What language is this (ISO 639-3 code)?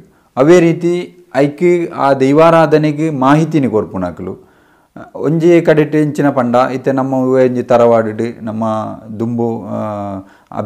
tcy